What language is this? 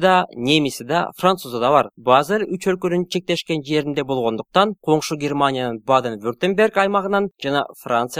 Kyrgyz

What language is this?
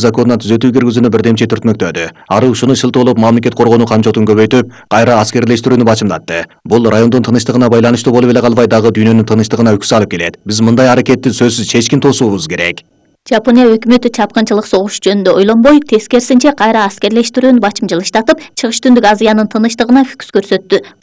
Kyrgyz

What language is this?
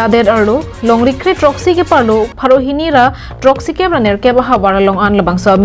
Karbi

